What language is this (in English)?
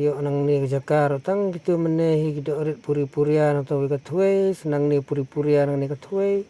Khasi